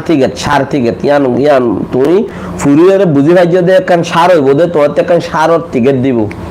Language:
Rohingya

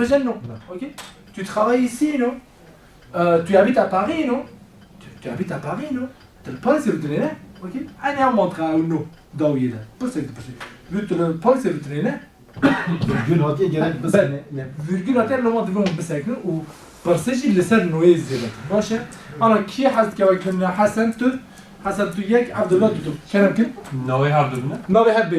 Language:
Kurdish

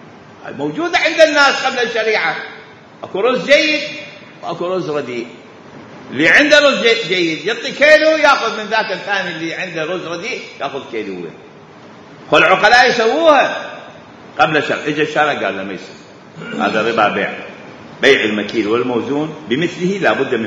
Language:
Mesopotamian Arabic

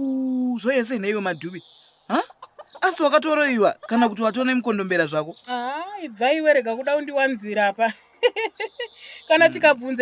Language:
Shona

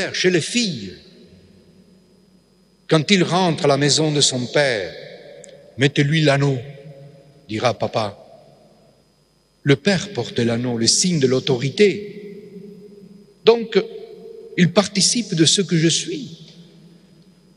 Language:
French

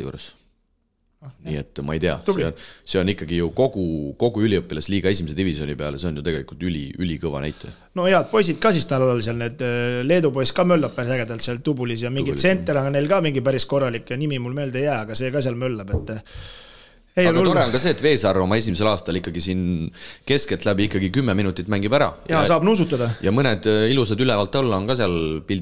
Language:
Estonian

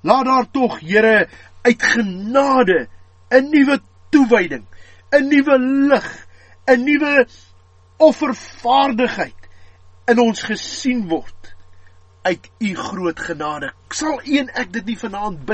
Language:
Afrikaans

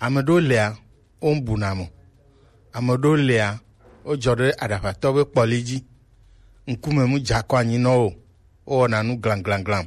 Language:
Gen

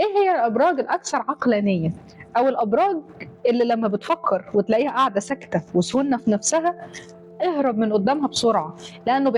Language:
Egyptian Arabic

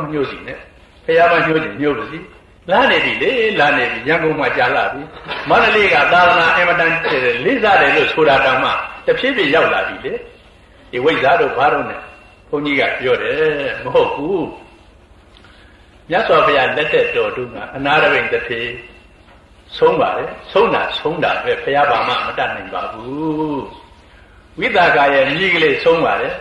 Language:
Burmese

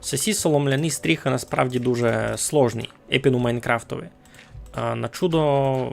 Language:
Rusyn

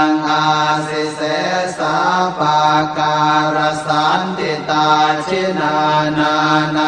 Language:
Pali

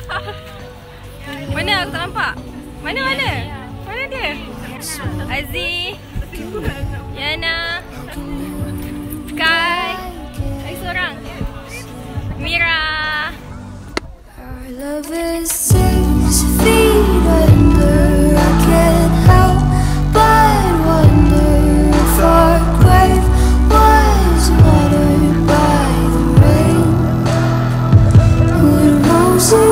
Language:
Malay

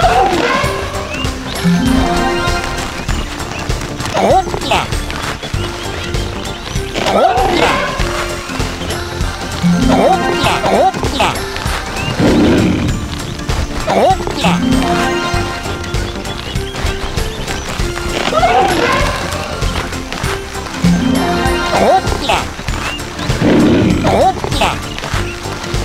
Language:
Swedish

